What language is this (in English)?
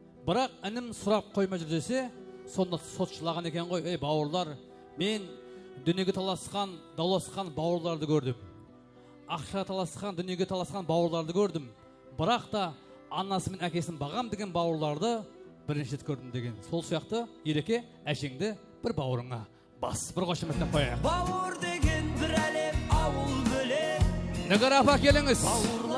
Kara-Kalpak